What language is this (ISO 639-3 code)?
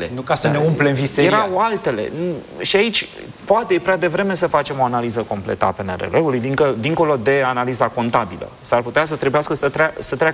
ron